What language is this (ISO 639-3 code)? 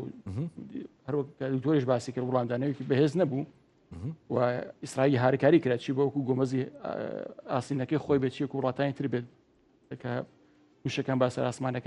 ckb